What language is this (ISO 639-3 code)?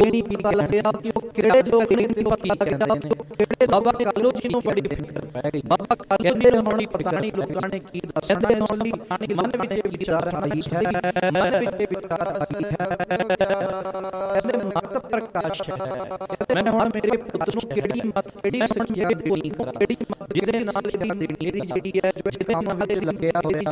pan